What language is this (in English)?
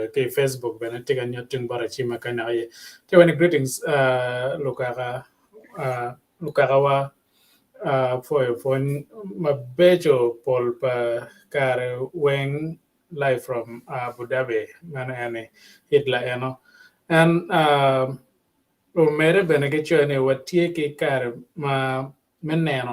Acoli